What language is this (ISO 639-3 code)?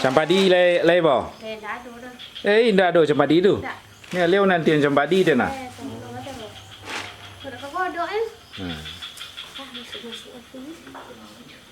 min